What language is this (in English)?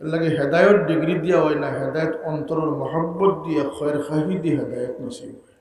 Sylheti